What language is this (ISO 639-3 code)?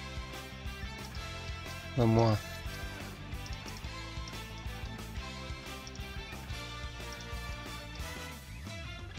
por